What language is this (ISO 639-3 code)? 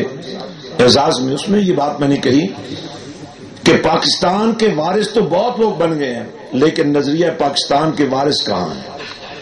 urd